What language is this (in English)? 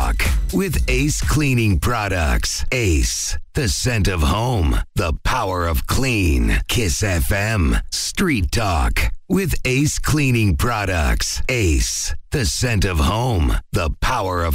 Kinyarwanda